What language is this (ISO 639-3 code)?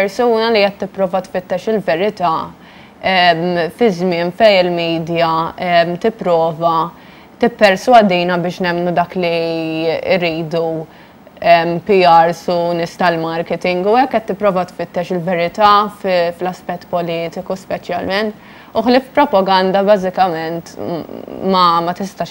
mlt